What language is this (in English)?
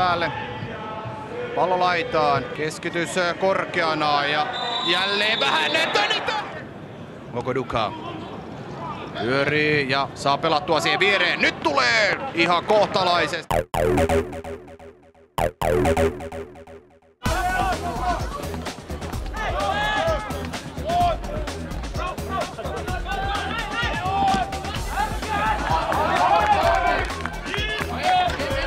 Finnish